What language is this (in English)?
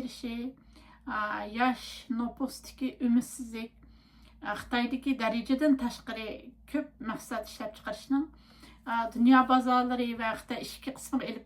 Uyghur